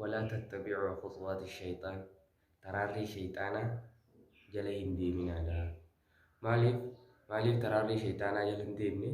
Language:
Oromo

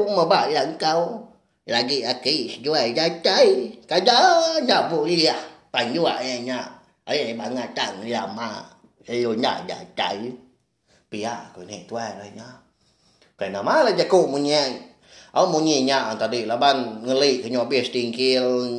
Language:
Iban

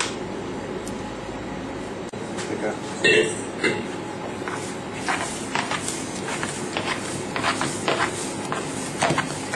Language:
Bulgarian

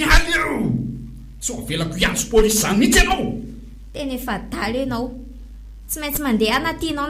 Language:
Malagasy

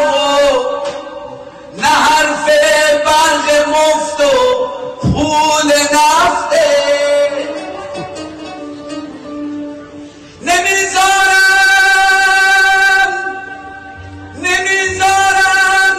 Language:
Persian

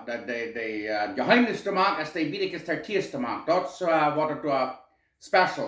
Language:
Plautdietsch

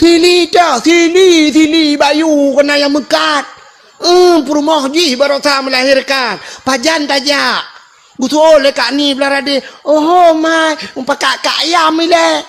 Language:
Achinese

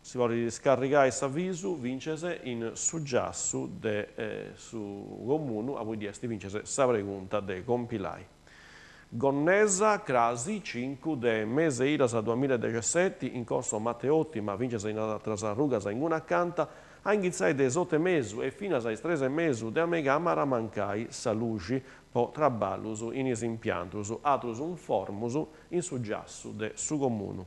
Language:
Sardinian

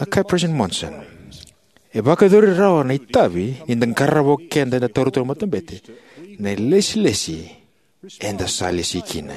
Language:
Fijian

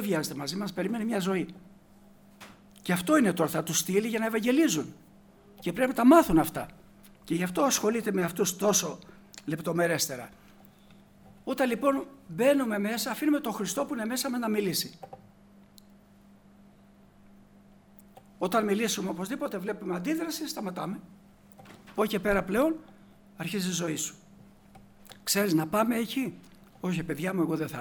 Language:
Greek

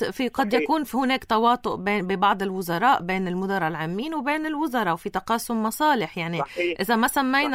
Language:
North Levantine Arabic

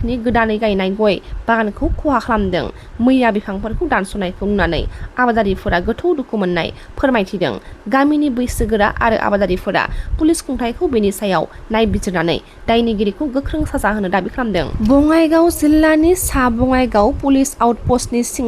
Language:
Bodo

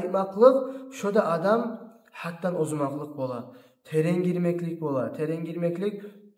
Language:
Kumyk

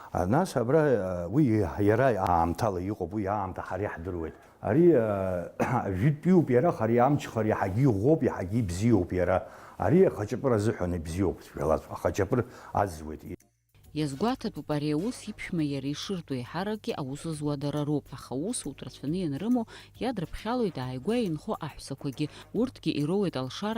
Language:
Abkhazian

